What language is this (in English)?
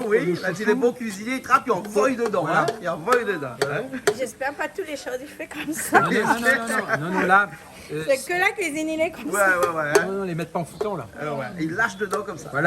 Réunion Creole French